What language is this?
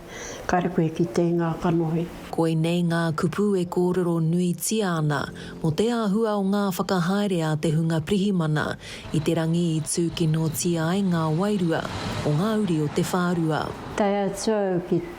Māori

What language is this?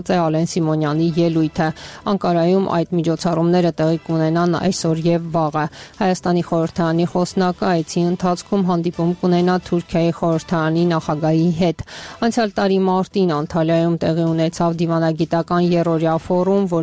Armenian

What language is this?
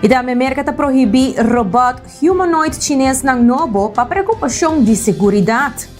Papiamento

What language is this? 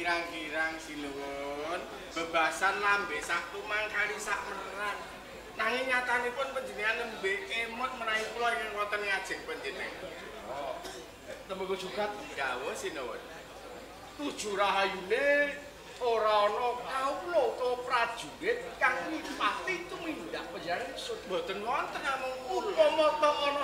Javanese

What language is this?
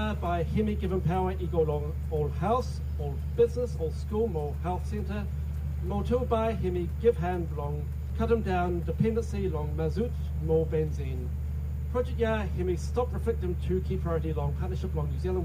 Bislama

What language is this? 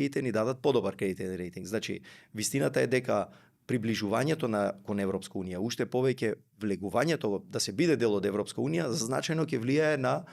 Macedonian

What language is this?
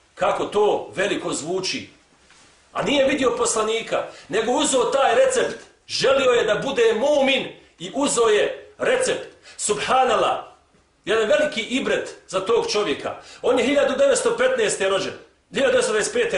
Bosnian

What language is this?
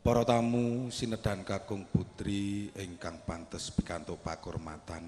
Javanese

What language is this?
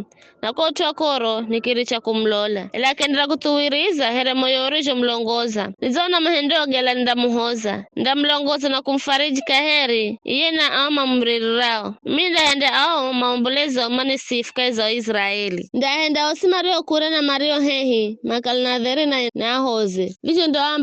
Giryama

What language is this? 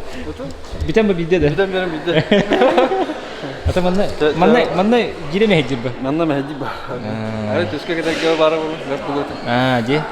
Yakut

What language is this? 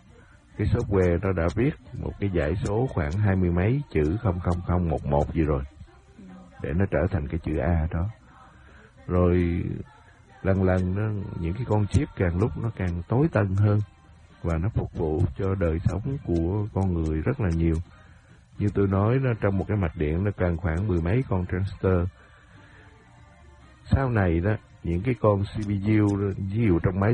Vietnamese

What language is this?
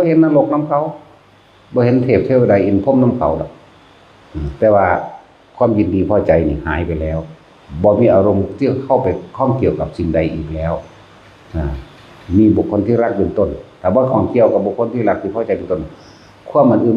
Northeastern Thai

